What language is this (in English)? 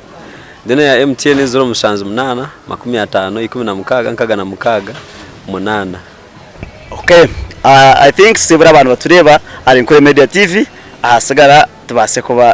Nyankole